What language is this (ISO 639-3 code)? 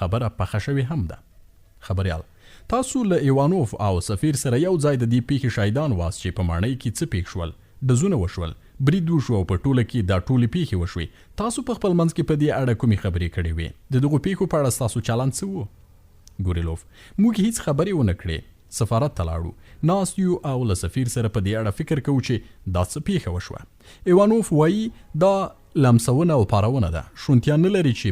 pus